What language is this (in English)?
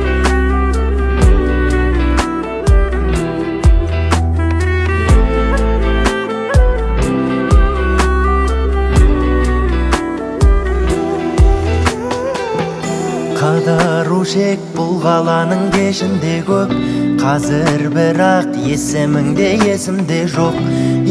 Kazakh